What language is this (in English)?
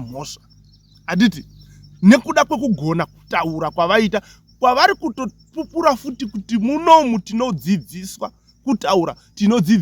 Shona